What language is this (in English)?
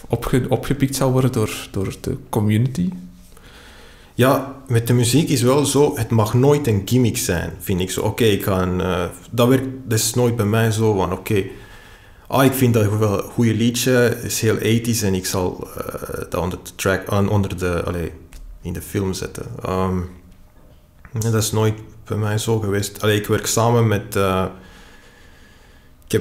Dutch